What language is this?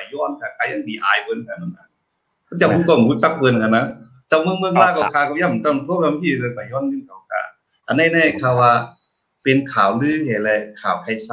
Shan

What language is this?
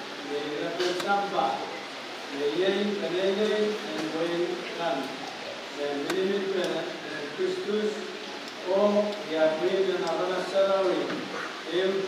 Pohnpeian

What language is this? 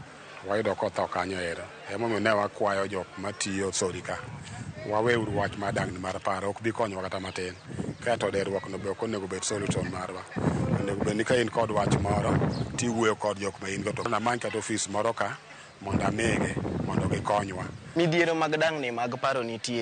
Luo (Kenya and Tanzania)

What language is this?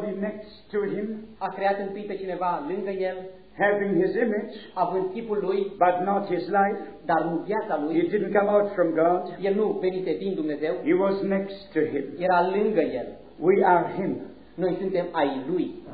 Romanian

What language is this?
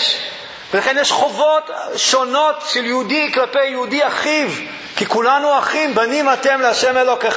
Hebrew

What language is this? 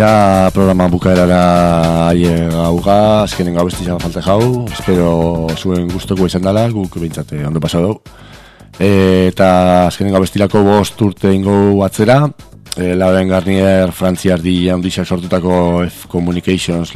Basque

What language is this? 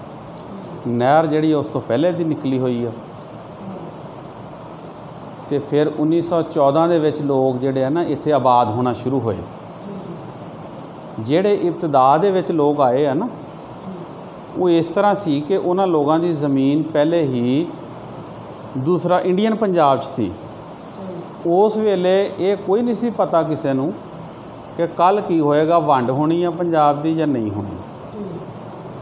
Punjabi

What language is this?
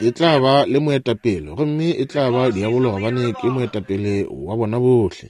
Northern Sotho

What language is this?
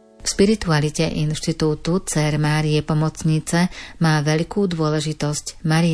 Slovak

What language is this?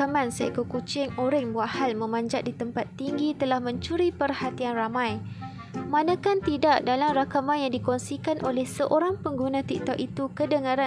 Malay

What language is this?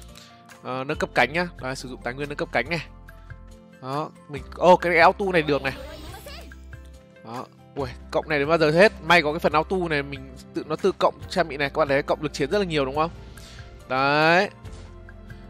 Vietnamese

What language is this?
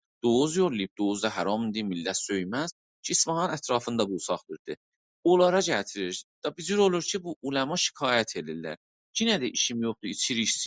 South Azerbaijani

